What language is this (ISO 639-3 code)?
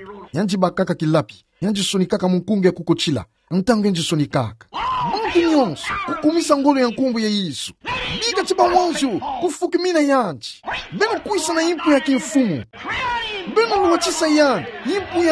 ktu